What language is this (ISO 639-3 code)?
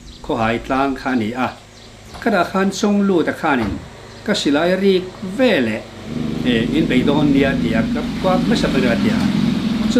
lus